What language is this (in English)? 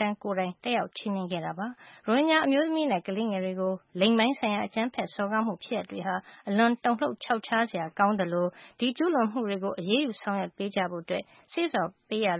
Burmese